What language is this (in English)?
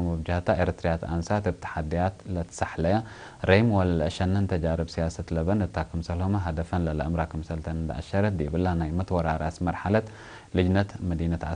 Tigre